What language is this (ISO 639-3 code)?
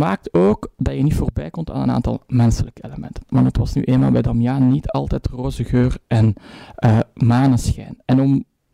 nld